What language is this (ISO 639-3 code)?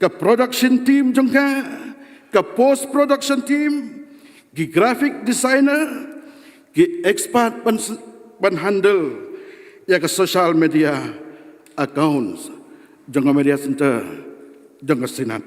kha